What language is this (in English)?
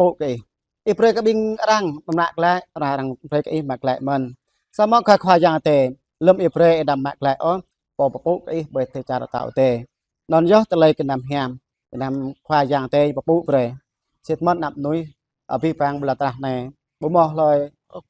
Jarai